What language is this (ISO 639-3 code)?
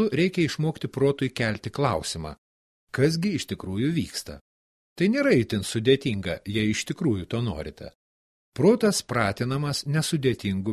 lit